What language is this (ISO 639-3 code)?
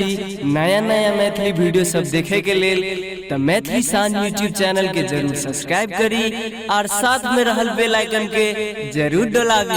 mai